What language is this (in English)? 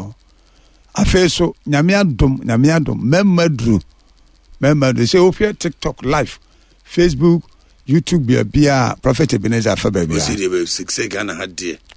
Akan